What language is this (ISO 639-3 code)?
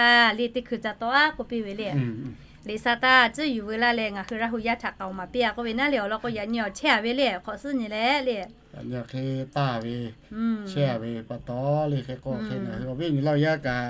lhu